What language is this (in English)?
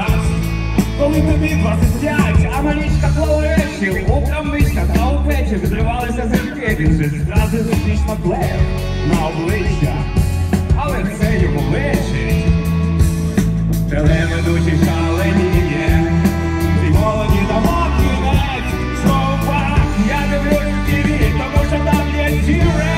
Ukrainian